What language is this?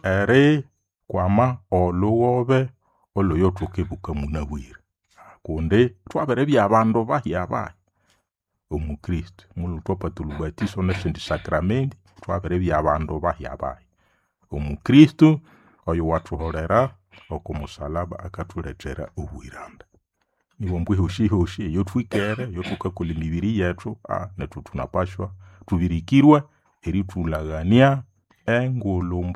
Nande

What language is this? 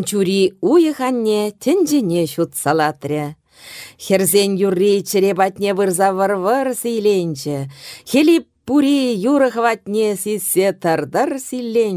Chuvash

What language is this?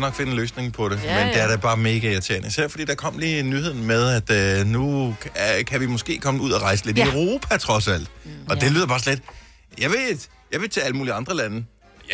Danish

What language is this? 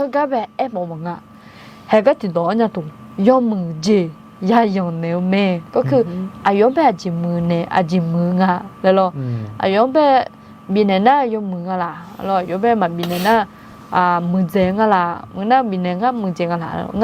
Akha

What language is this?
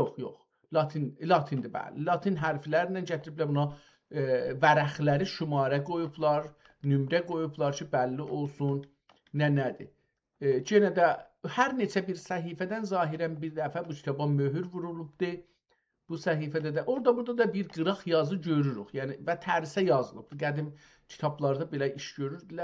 South Azerbaijani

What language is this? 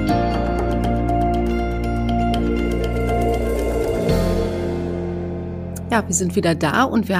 German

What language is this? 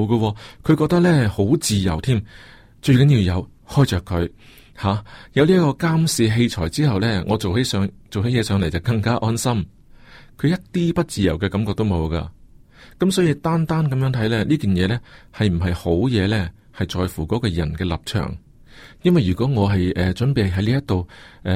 Cantonese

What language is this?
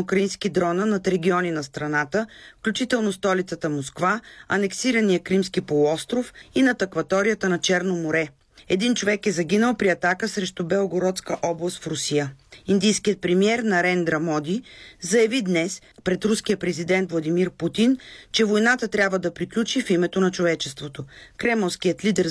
Bulgarian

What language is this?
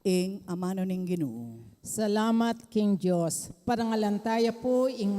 Pampanga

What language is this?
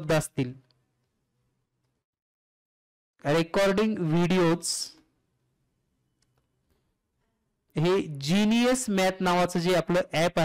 Marathi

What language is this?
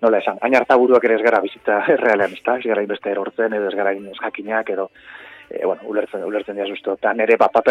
Basque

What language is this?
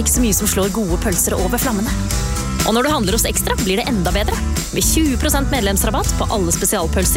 Norwegian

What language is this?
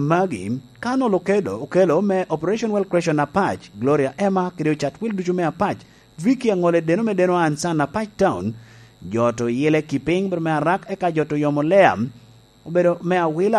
Lango (Uganda)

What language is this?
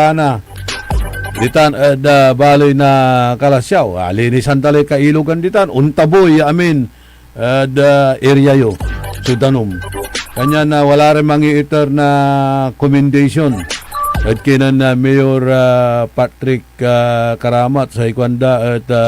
Pangasinan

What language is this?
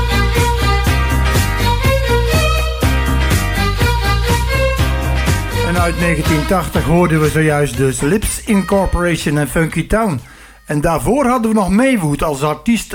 Dutch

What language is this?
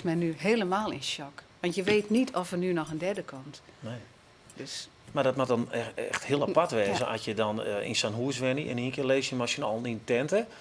Western Frisian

